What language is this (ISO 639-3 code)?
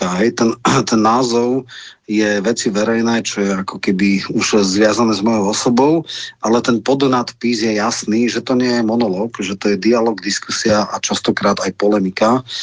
slk